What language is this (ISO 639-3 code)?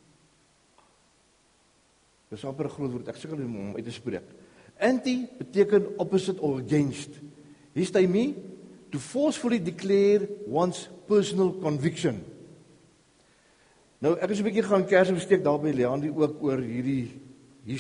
afr